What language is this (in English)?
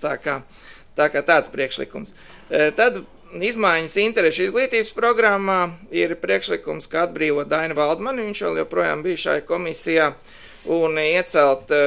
Latvian